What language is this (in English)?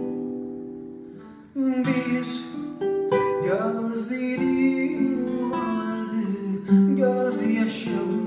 Turkish